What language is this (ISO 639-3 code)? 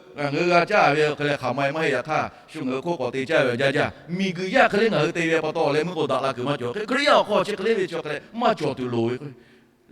lhu